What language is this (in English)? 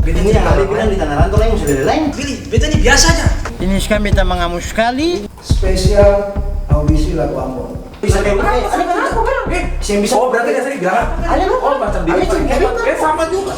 Ambonese Malay